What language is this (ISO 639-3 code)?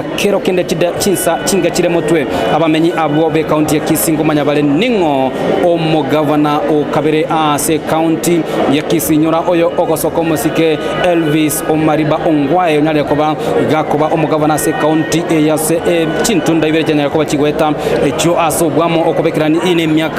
guz